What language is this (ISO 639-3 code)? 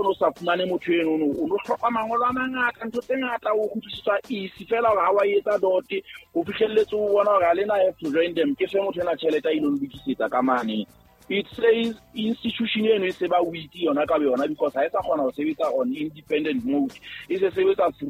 sot